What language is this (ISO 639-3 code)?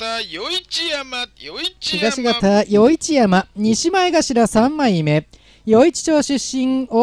jpn